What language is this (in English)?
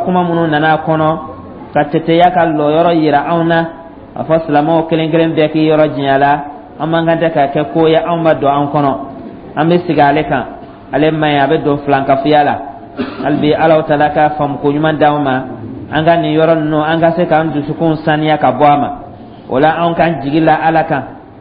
Dyula